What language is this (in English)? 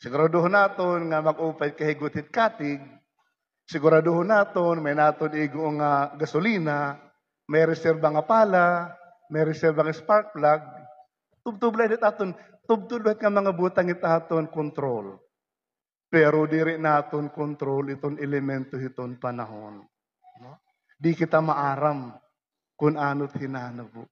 Waray